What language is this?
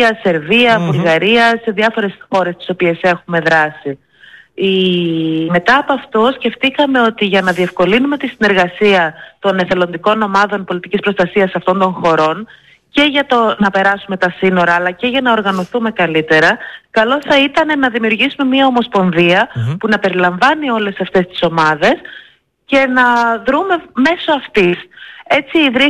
Greek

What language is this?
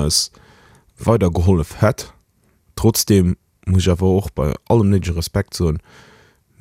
Luxembourgish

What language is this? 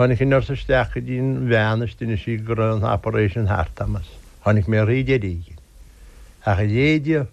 Irish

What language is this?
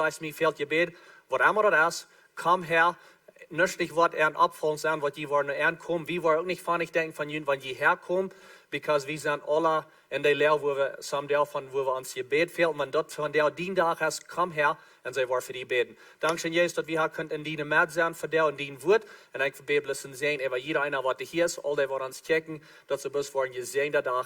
Plautdietsch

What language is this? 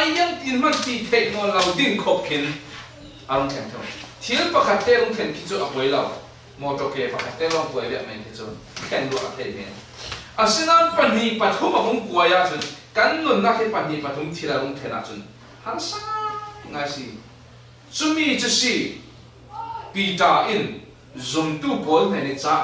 Falam Chin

